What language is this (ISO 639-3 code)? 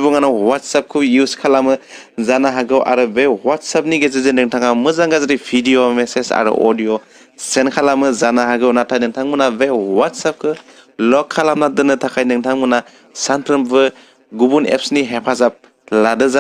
brx